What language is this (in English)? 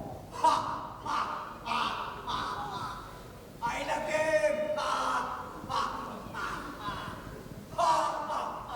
Achinese